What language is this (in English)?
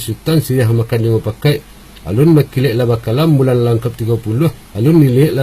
Minangkabau